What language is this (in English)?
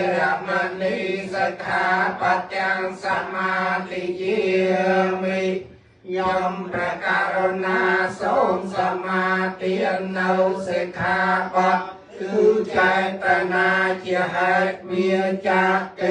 Khmer